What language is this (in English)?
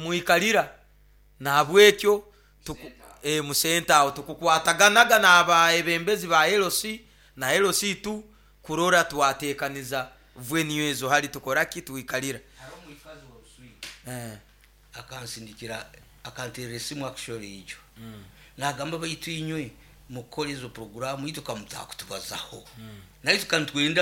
Nyoro